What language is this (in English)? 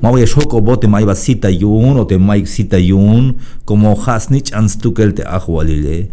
Tzeltal